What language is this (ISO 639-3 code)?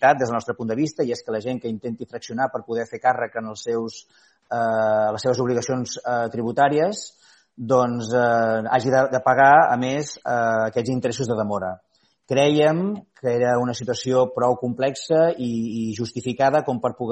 cat